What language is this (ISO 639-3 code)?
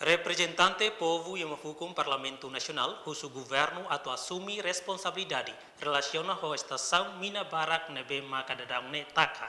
tet